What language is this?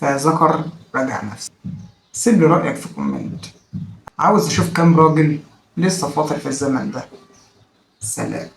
Egyptian Arabic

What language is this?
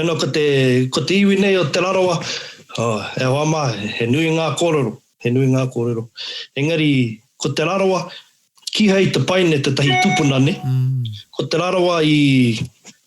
Māori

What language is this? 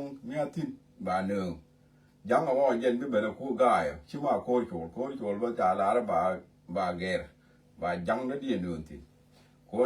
Nuer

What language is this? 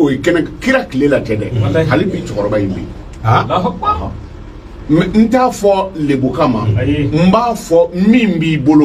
Bambara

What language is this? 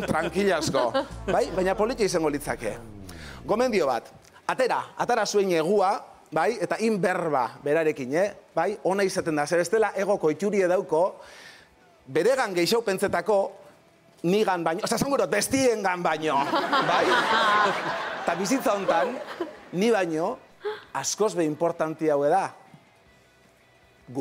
Basque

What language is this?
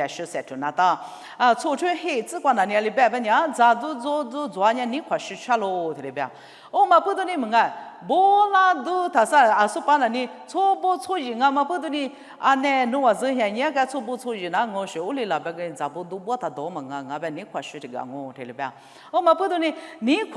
Lisu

